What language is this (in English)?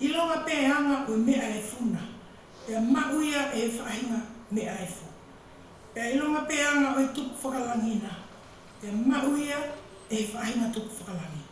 Tongan